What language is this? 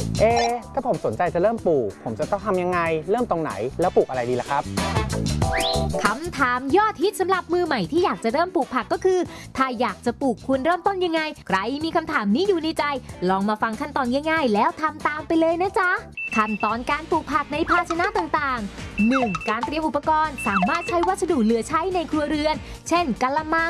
Thai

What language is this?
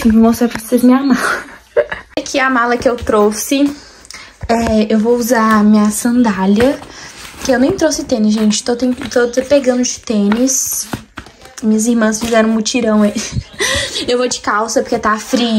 Portuguese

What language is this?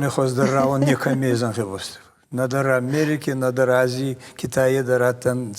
Ossetic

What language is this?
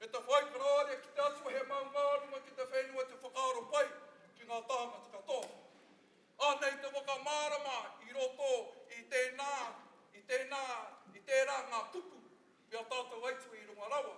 Māori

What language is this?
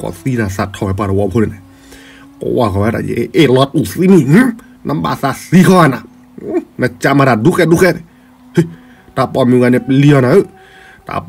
S'gaw Karen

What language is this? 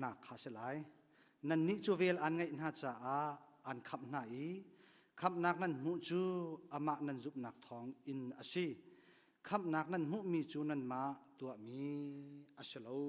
Hakha Chin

